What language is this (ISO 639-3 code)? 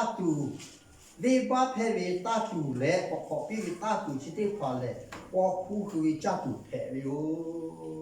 lhu